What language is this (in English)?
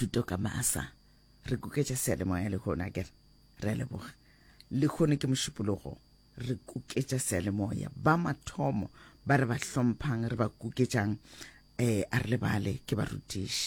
Northern Sotho